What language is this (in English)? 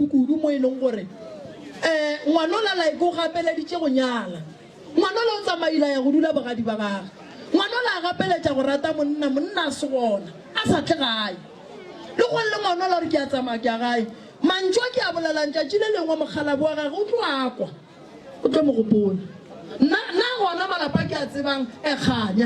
Northern Sotho